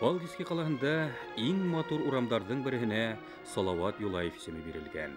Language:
Bashkir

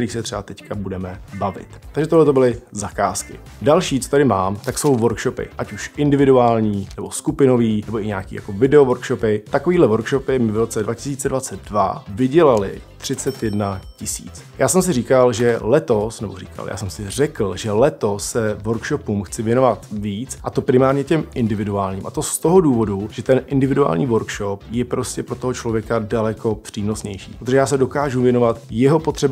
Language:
Czech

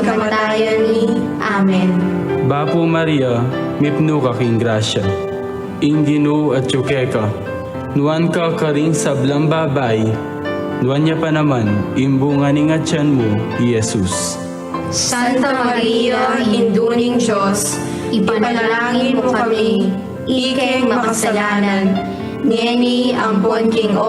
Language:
Pampanga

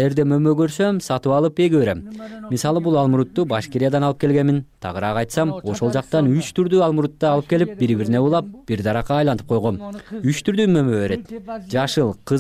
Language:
Kyrgyz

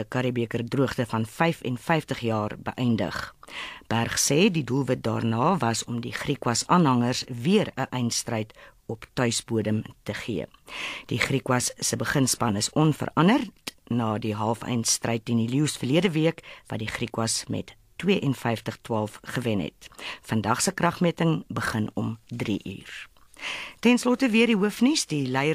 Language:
Afrikaans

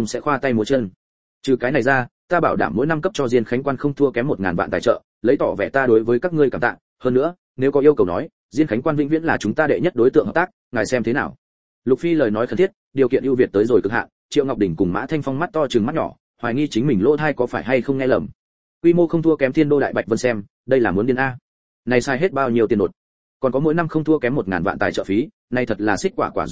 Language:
Vietnamese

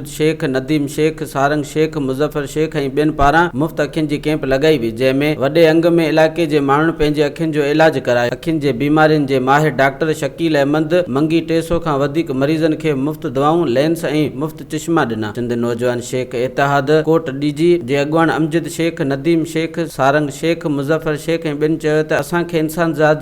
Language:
Sindhi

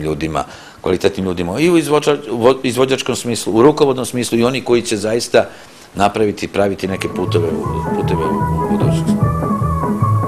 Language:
Serbian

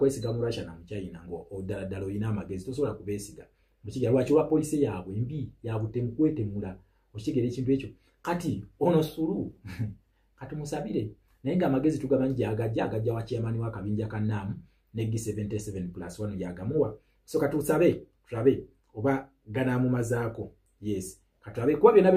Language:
Ganda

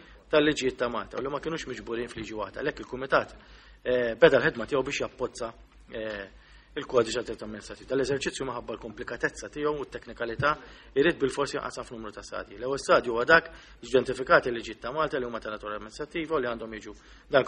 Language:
Maltese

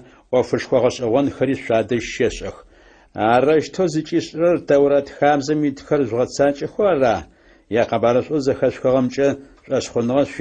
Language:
Adyghe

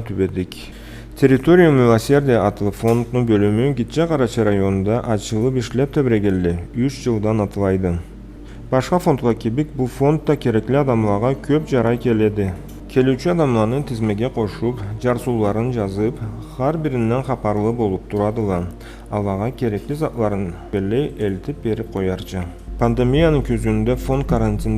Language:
Karachay-Balkar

